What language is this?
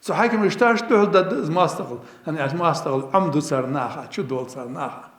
Ingush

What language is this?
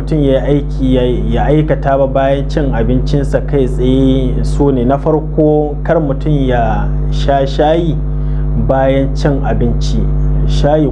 Hausa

